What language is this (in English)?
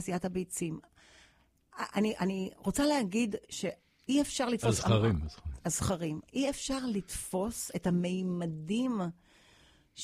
Hebrew